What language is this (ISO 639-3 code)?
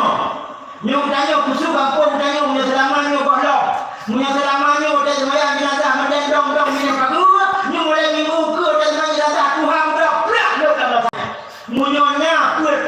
ace